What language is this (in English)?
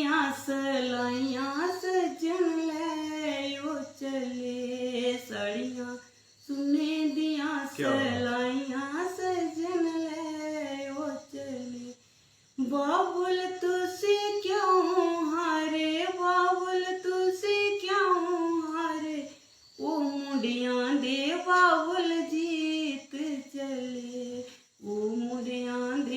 Dogri